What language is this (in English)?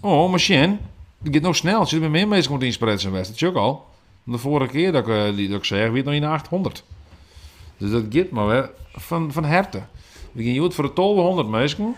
Western Frisian